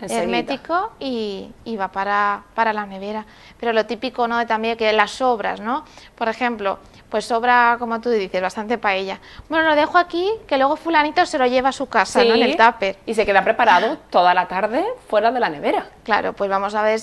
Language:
Spanish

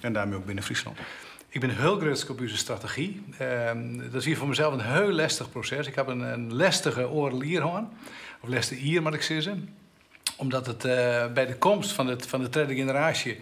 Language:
Western Frisian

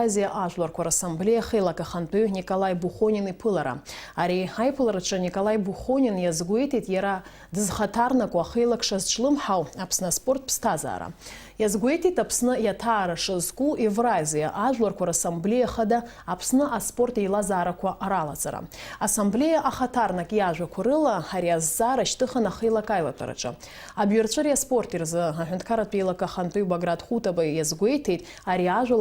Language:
Abkhazian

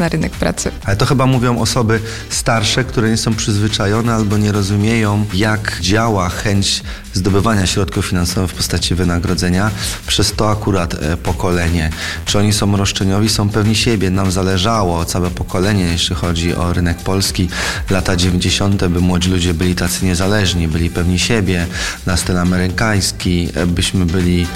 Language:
Polish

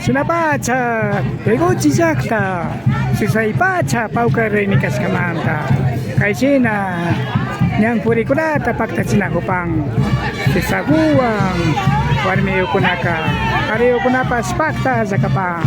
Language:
Imbabura Highland Quichua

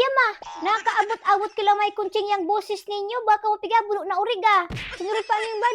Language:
Bikol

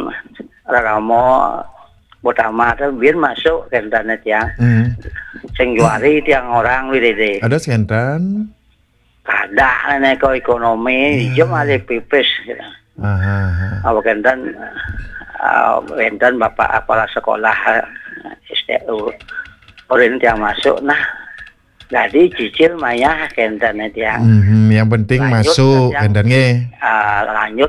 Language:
Balinese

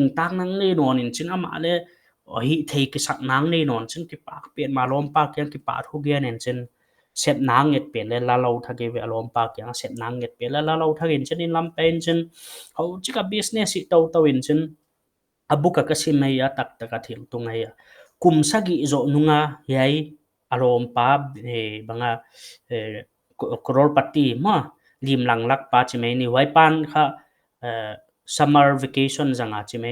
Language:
Paite Chin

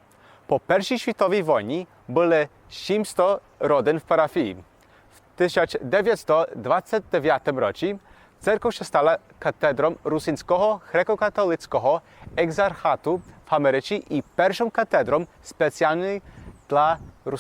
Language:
Rusyn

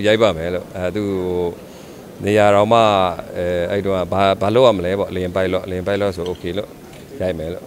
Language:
Burmese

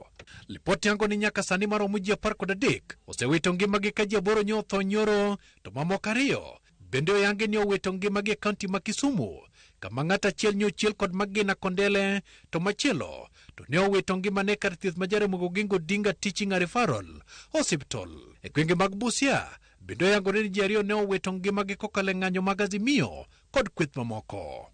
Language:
Luo (Kenya and Tanzania)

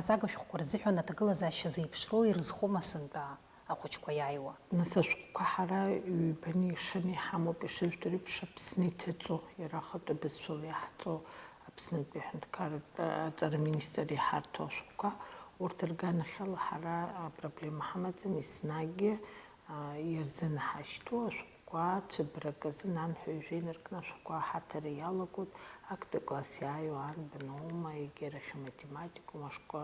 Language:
Abkhazian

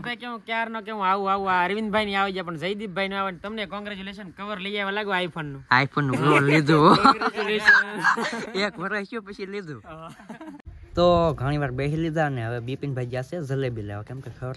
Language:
Gujarati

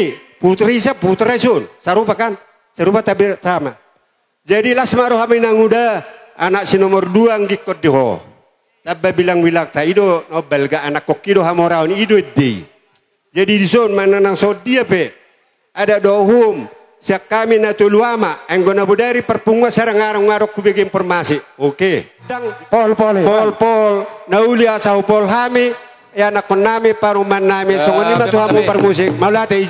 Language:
Batak Toba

